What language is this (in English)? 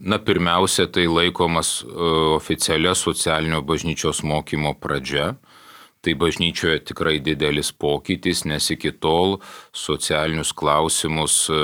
Lithuanian